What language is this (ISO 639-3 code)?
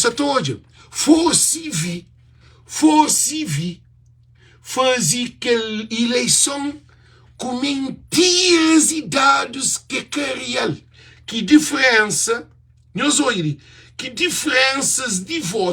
kea